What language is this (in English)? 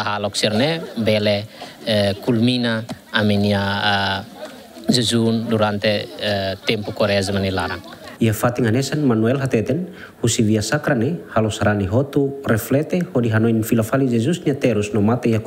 Tetum